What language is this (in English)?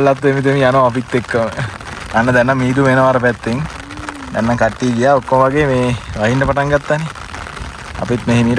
Sinhala